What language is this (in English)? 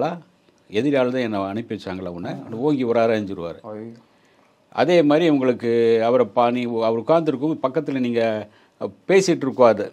Tamil